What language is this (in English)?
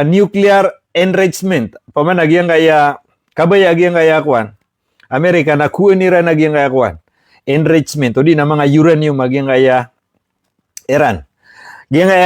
Maranao